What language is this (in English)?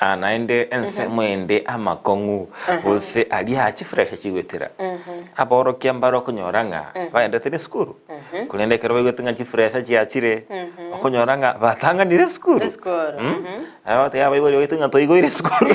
Gusii